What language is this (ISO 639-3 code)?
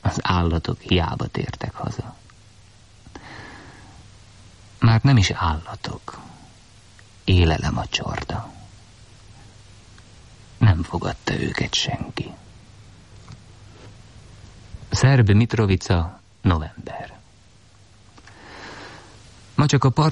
hun